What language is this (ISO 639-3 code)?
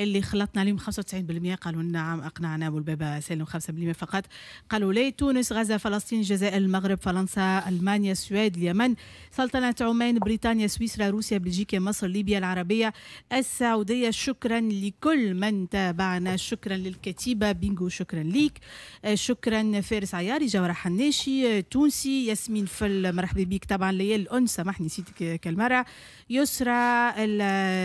aeb